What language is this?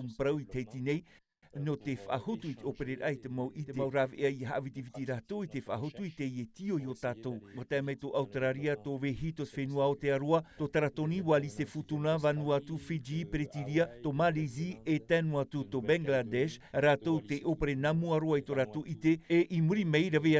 Tahitian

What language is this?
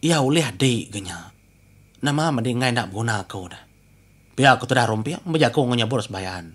Iban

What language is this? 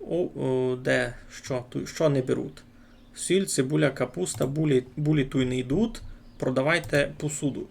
Rusyn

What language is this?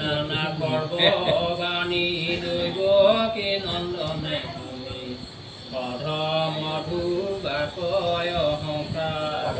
Assamese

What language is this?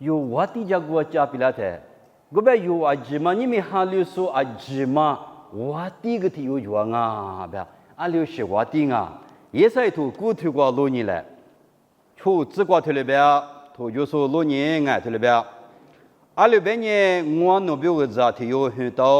Lisu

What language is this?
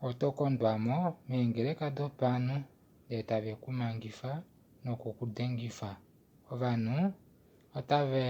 Kuanyama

